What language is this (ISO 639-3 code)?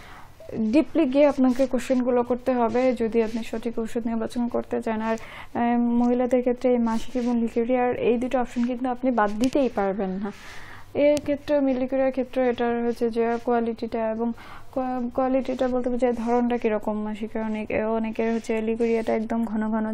ben